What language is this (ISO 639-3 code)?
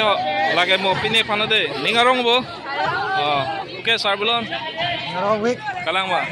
mjw